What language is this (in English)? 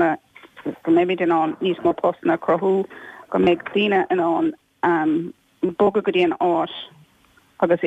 Irish